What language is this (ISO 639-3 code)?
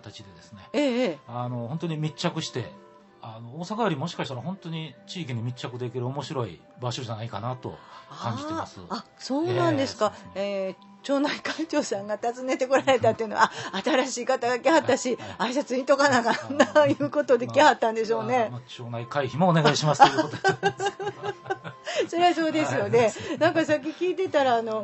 jpn